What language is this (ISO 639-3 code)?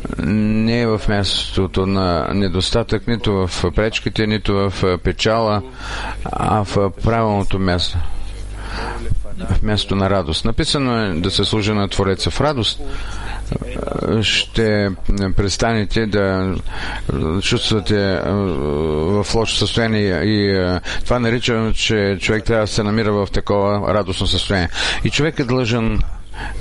bul